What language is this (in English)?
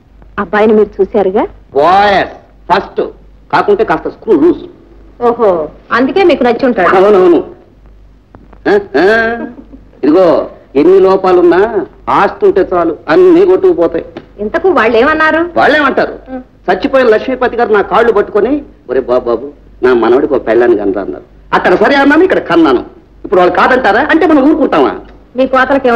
Telugu